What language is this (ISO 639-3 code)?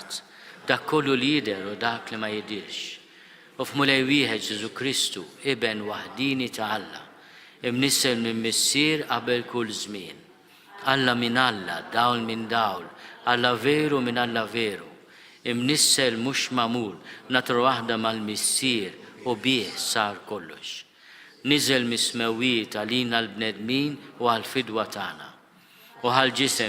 mlt